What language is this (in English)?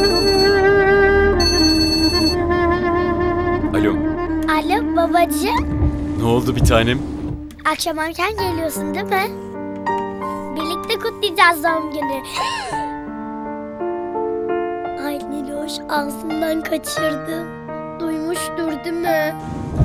Turkish